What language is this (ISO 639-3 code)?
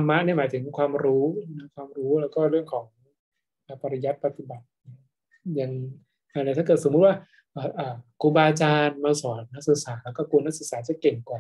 tha